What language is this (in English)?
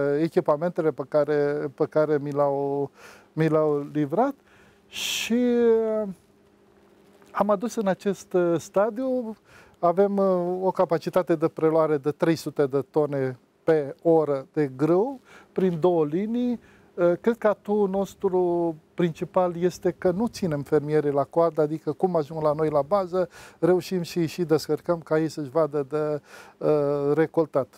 Romanian